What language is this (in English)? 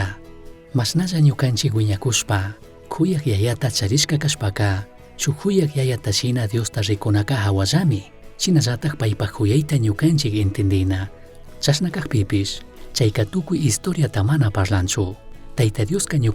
Chimborazo Highland Quichua